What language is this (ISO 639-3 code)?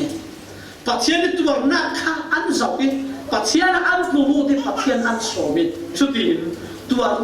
cfm